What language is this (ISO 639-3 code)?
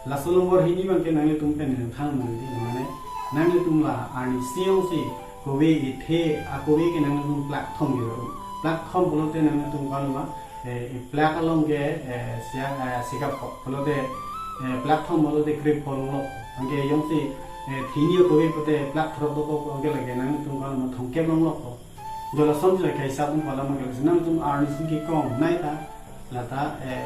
mjw